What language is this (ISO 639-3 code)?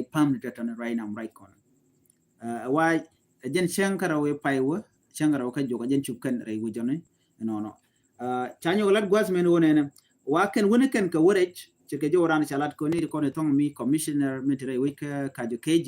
nus